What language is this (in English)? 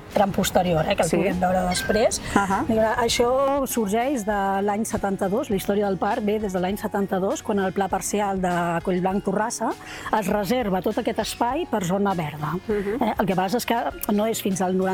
Catalan